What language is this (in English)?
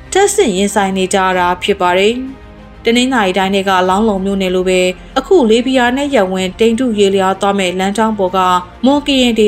Burmese